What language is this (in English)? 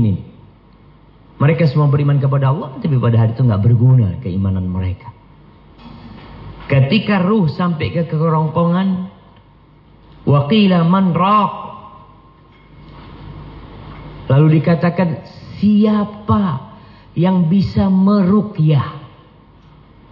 Indonesian